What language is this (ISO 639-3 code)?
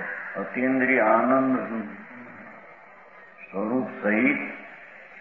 guj